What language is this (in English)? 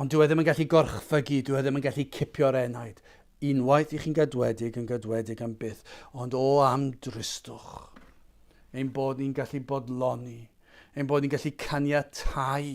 Welsh